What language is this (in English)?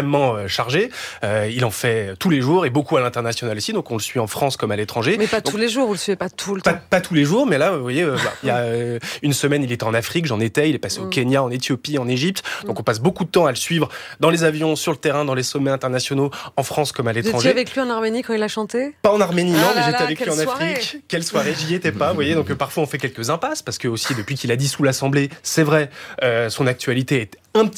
French